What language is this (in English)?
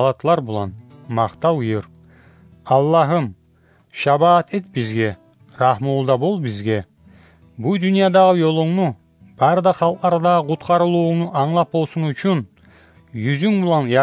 Kumyk